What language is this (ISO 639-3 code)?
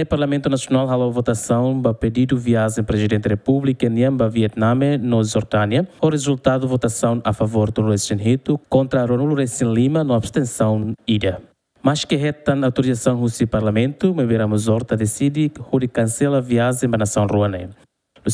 tet